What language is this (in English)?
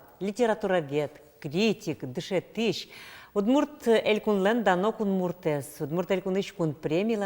Udmurt